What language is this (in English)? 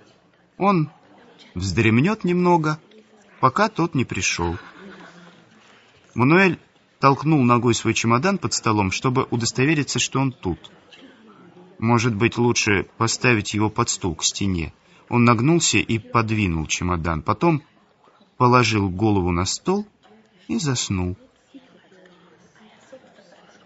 Russian